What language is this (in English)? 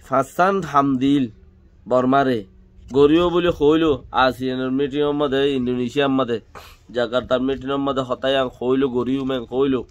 Rohingya